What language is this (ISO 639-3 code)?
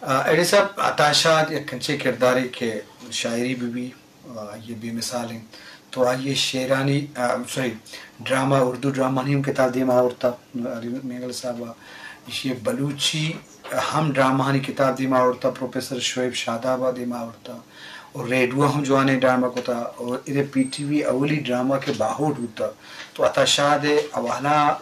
bgp